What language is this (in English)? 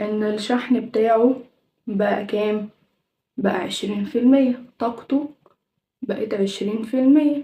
Egyptian Arabic